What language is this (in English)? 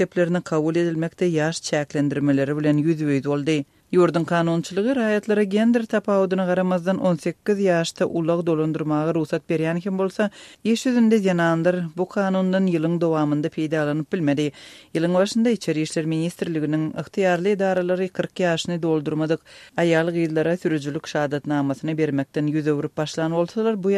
Turkmen